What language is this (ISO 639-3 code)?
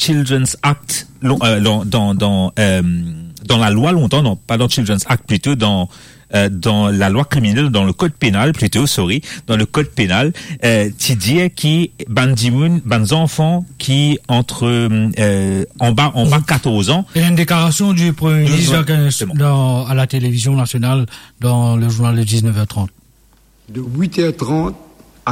mfe